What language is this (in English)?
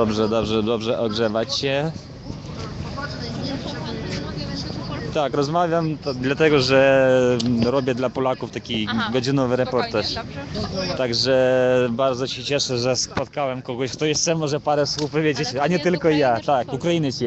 Polish